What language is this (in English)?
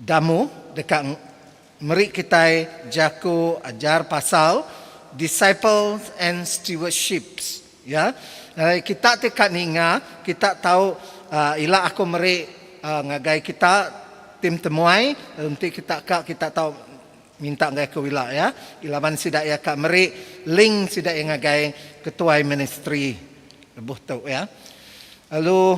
Iban